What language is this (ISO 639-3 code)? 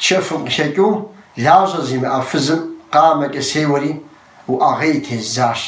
kbd